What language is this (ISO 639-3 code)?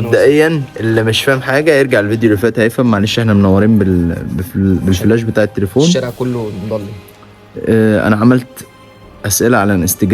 arz